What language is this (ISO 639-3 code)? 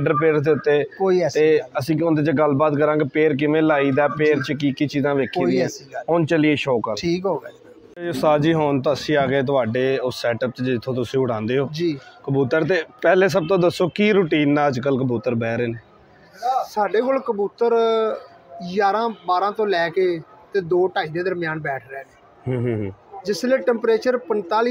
pan